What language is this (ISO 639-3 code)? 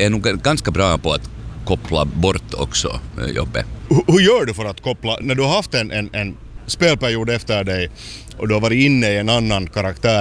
swe